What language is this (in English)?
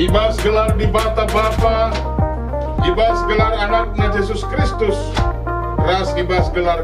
Batak Karo